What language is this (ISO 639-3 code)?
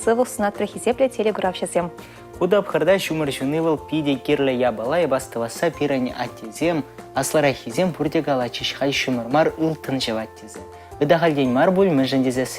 chv